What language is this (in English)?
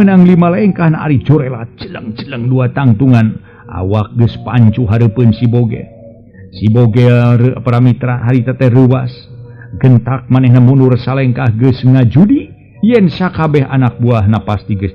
Sundanese